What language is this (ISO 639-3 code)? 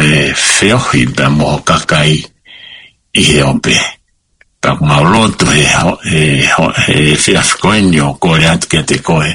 ton